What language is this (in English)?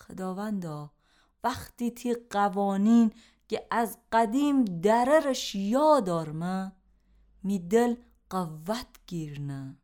Gilaki